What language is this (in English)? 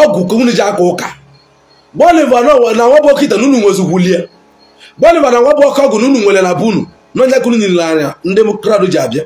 Igbo